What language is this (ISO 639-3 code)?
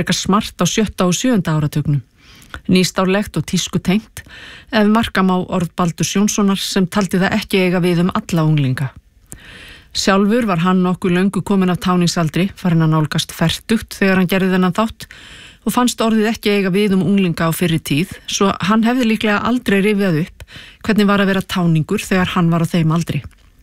isl